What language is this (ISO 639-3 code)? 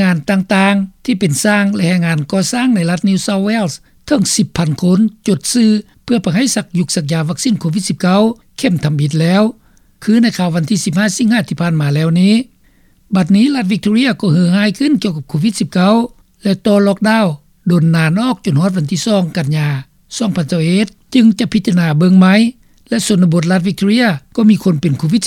lao